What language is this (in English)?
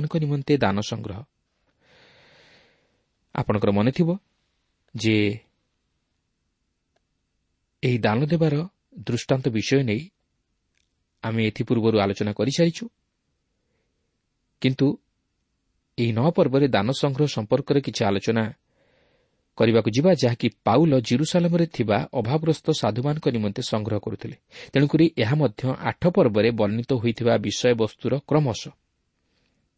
Odia